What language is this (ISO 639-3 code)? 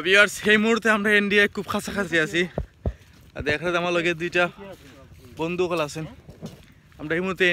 syl